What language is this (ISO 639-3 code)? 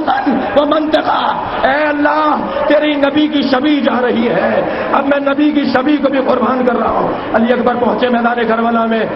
urd